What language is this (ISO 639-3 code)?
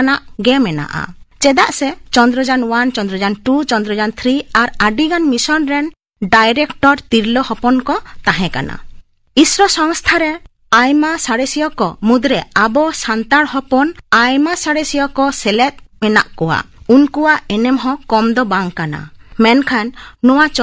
sat